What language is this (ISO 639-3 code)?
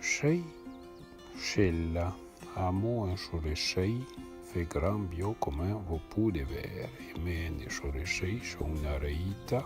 frp